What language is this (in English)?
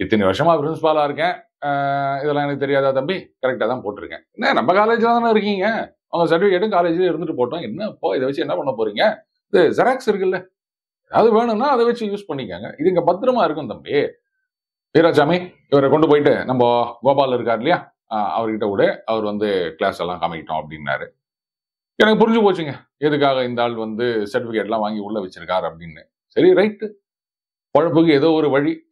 Tamil